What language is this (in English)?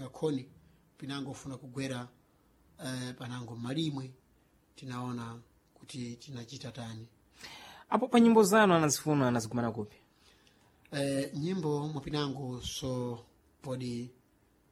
Sena